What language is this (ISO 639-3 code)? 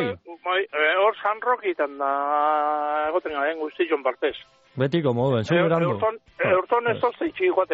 eus